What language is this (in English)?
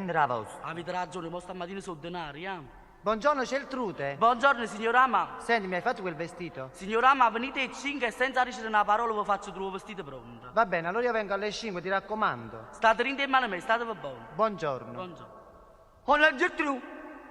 Neapolitan